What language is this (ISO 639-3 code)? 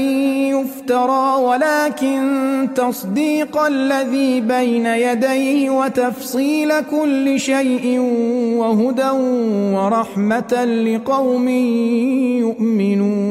ara